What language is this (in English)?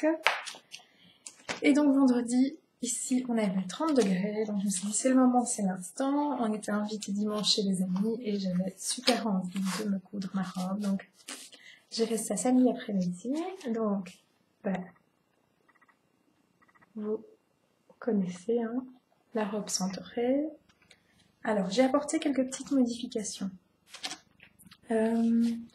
French